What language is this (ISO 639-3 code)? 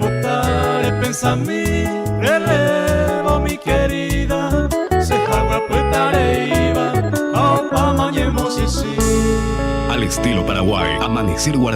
grn